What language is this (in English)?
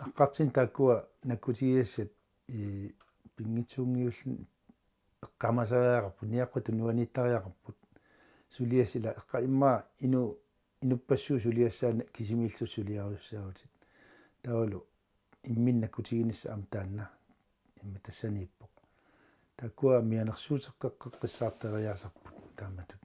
Kalaallisut